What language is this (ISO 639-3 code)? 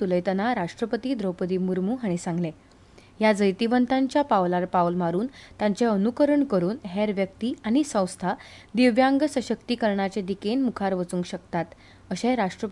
kok